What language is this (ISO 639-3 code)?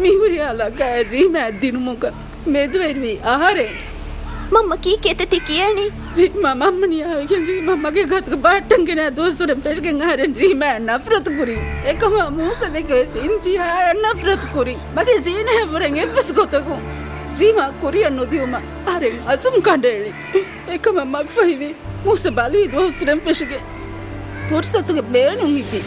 div